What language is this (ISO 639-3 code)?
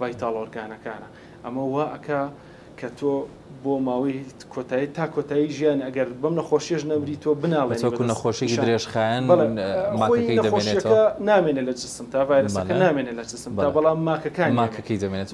ckb